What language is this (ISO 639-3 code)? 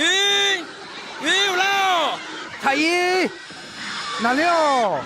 ahk